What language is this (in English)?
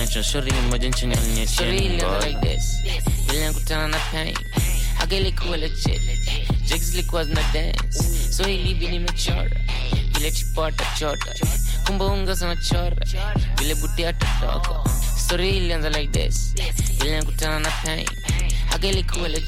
Swahili